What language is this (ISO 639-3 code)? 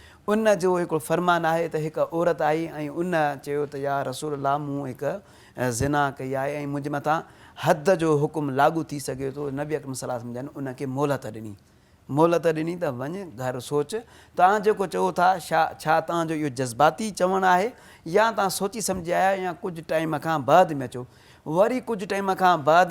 snd